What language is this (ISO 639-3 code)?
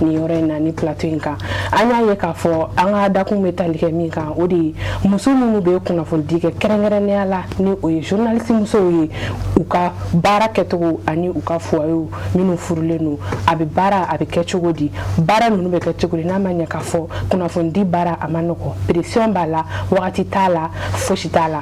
bam